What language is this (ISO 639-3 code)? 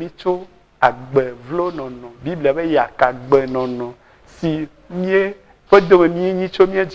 ewe